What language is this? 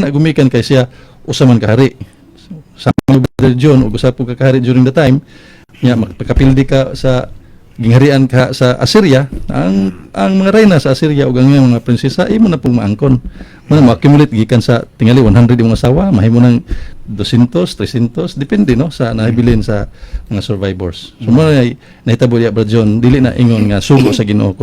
Cebuano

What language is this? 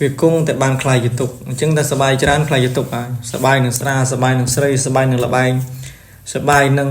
Khmer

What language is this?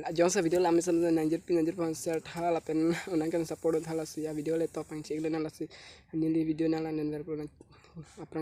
Karbi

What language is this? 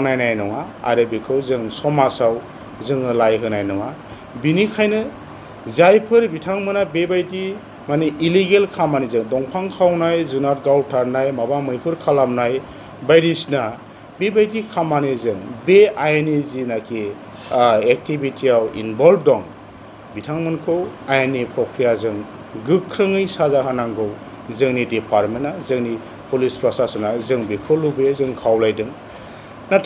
Bodo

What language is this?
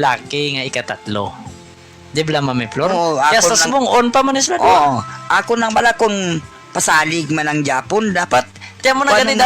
Hiligaynon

